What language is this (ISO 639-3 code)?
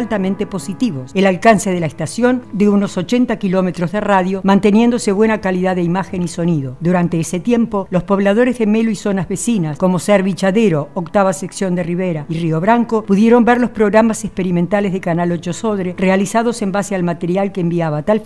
spa